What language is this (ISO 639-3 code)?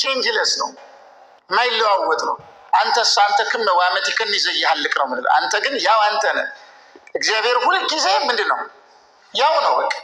amh